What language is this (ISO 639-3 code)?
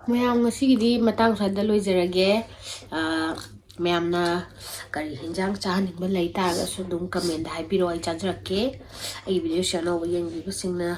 mni